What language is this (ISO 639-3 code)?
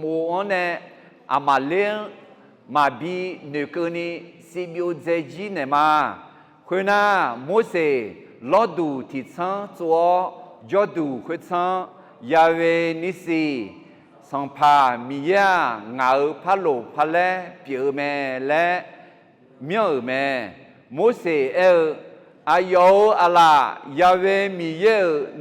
ahk